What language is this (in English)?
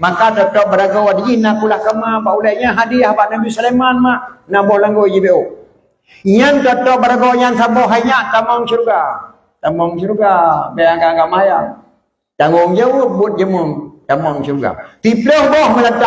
Achinese